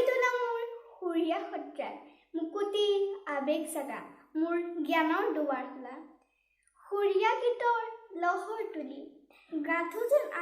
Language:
Assamese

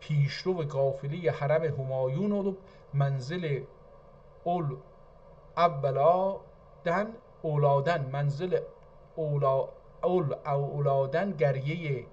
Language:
South Azerbaijani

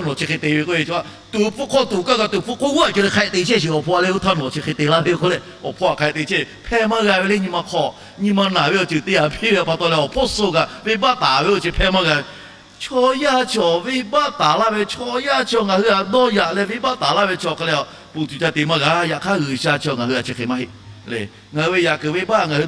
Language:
Lahu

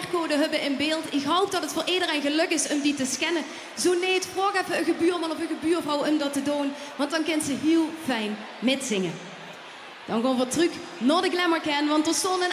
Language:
Limburgish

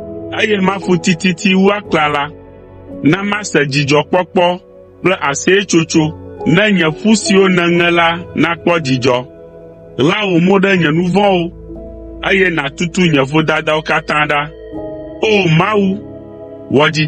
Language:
Ewe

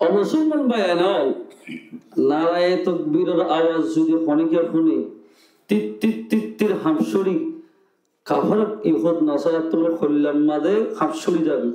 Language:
Rohingya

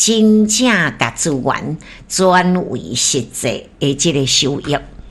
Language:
Min Nan Chinese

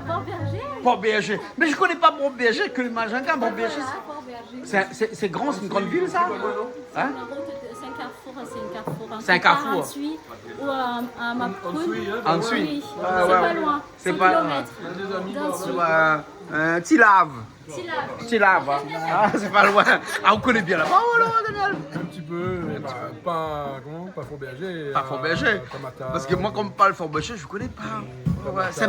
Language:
Réunion Creole French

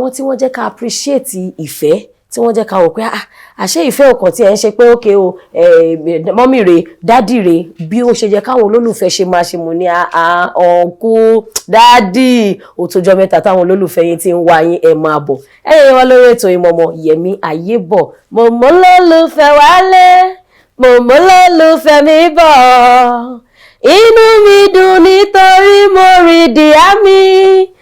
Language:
Yoruba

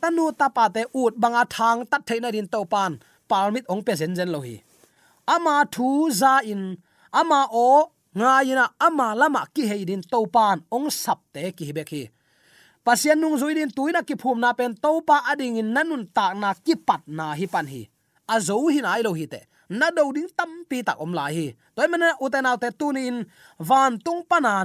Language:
Tedim Chin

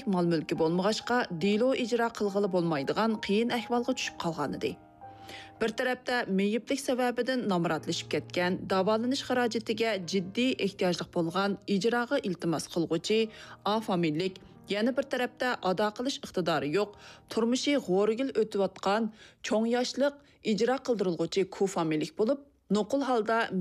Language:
Uyghur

